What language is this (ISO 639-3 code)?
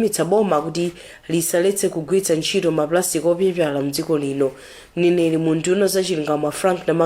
nya